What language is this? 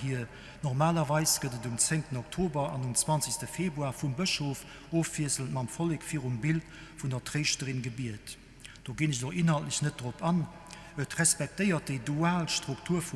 Luxembourgish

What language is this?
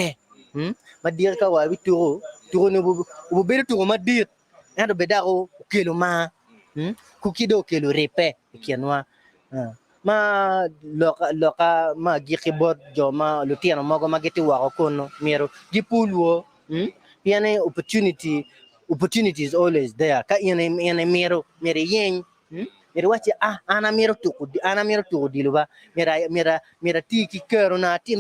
Acoli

